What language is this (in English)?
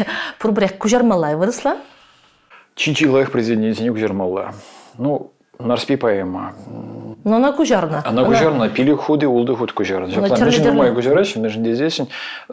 Chuvash